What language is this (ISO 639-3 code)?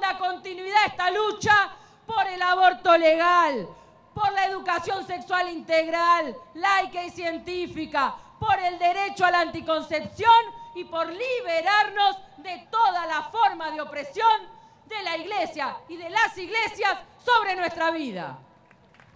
spa